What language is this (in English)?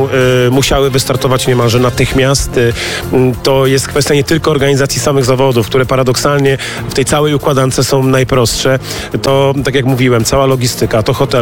Polish